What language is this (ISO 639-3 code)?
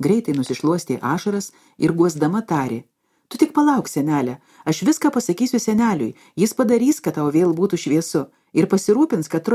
lit